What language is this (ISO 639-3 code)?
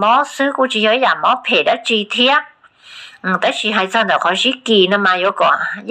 hmn